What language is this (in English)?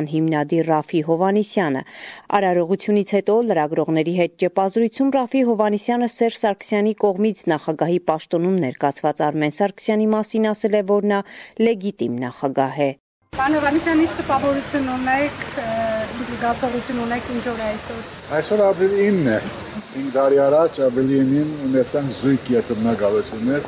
Armenian